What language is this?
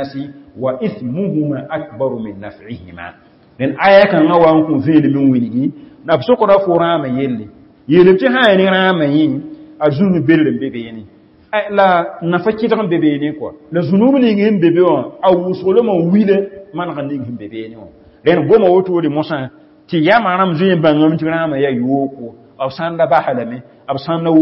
Mossi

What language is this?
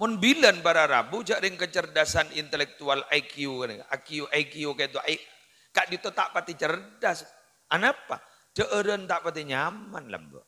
Madurese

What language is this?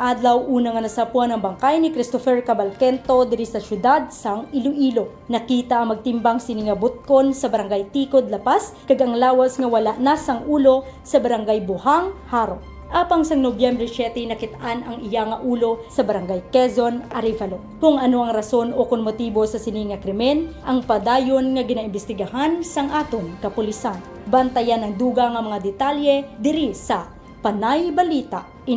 Hiligaynon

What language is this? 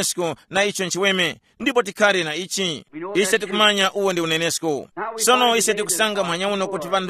Tumbuka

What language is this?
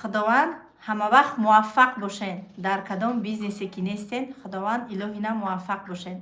Tajik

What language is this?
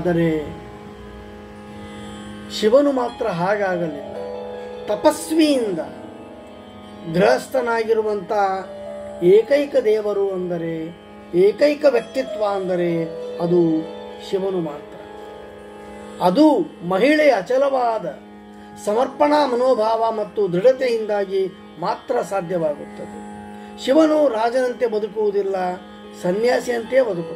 Kannada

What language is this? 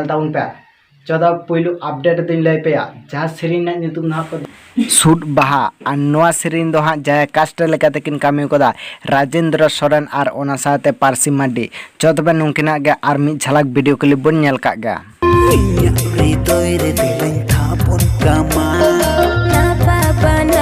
Santali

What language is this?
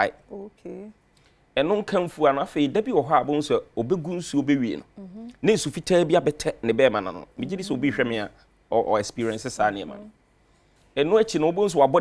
Akan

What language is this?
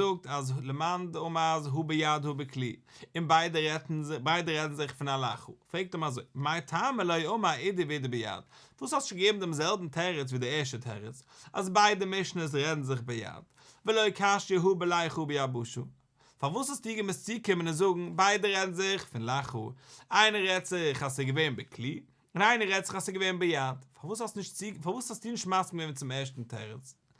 Yiddish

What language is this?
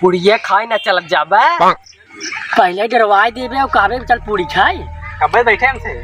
Awadhi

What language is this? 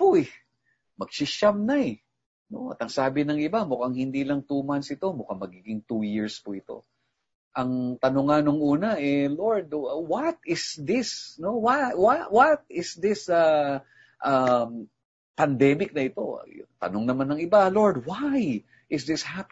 Filipino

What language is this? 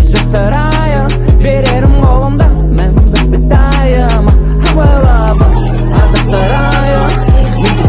Kazakh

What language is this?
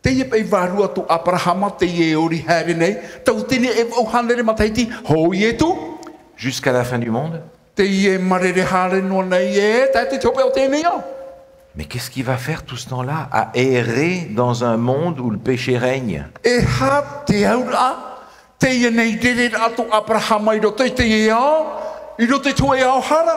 Tahitian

